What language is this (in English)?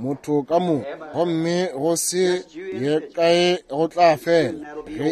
Northern Sotho